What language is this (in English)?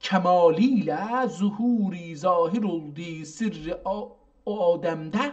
South Azerbaijani